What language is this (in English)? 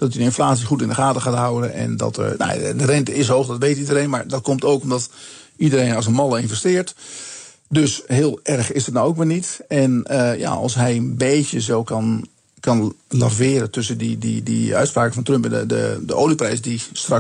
Dutch